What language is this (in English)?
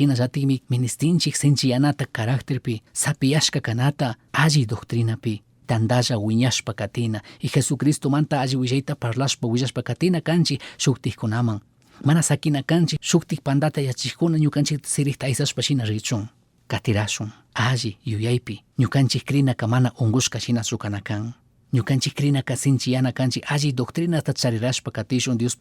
Chimborazo Highland Quichua